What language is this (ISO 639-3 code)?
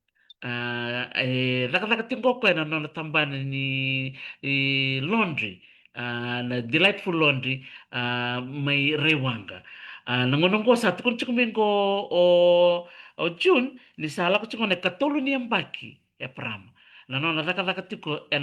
fij